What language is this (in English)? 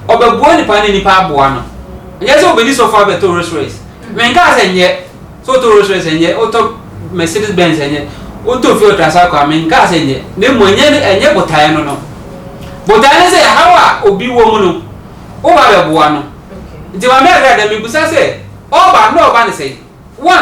Akan